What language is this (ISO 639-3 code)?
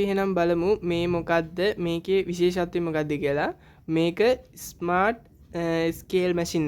sin